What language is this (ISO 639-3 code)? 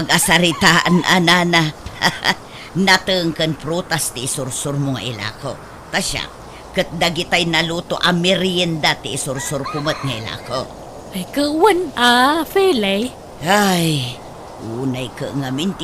ilo